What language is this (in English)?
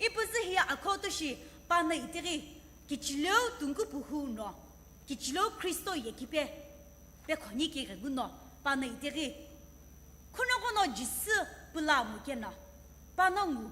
Sumi Naga